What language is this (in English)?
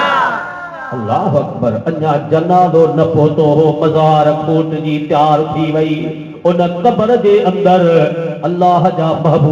Sindhi